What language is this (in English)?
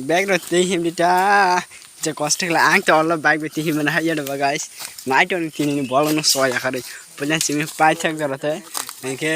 Kok Borok